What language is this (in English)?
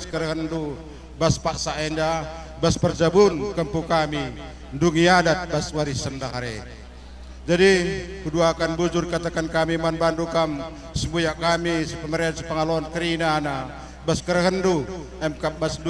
Batak Karo